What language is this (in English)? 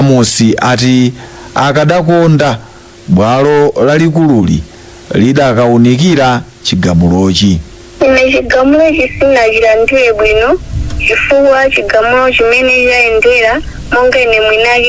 Nyanja